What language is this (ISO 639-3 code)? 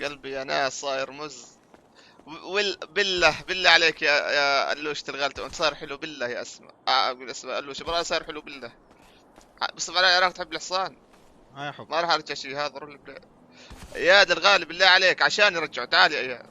apc